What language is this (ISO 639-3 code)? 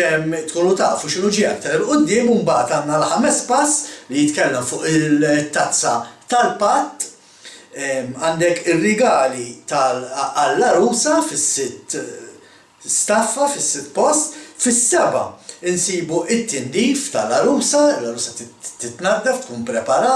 mlt